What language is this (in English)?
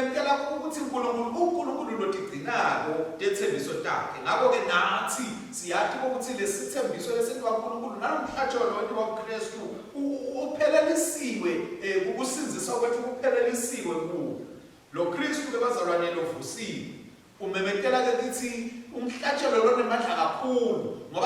Swati